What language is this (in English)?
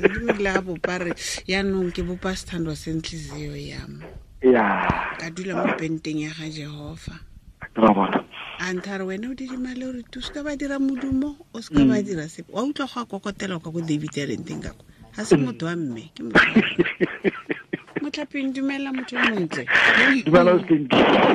Tswana